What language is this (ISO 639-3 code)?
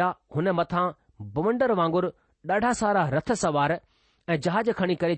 snd